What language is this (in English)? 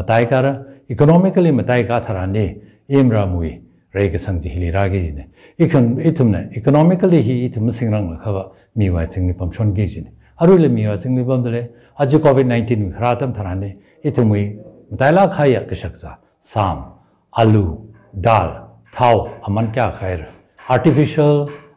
Tangkhul Naga (India)